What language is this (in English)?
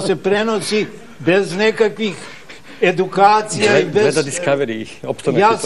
Serbian